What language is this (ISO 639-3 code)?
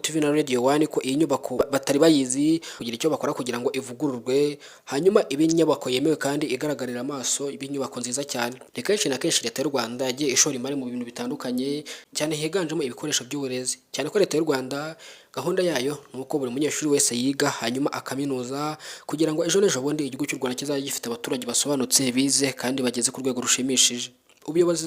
kin